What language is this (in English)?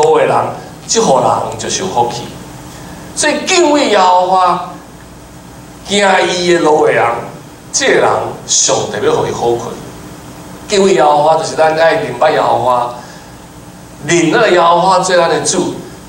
Min Nan Chinese